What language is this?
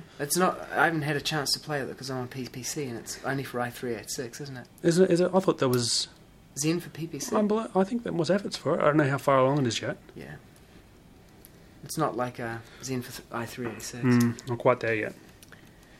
English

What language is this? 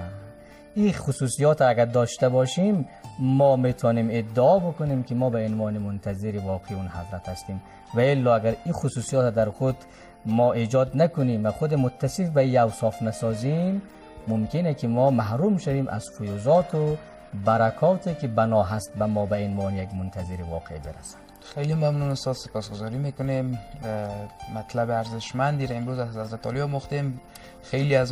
Persian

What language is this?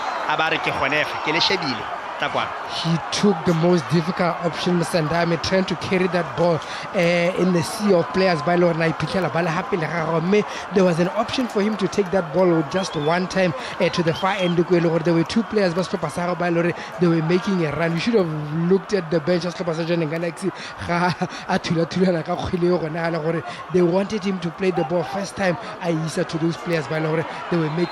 Tswana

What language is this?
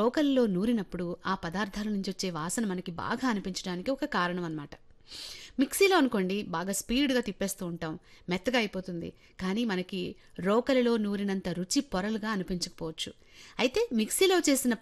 Telugu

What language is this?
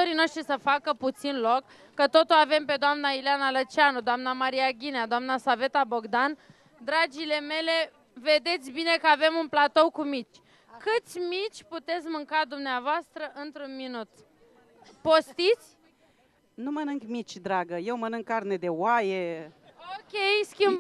Romanian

